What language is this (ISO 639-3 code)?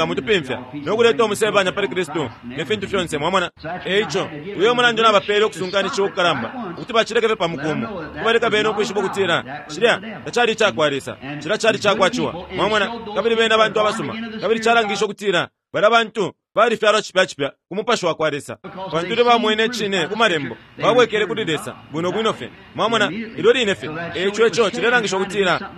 bem